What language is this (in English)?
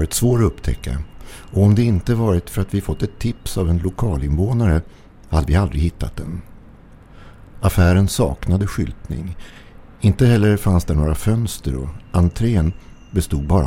Swedish